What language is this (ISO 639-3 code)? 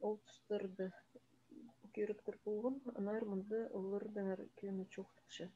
kjh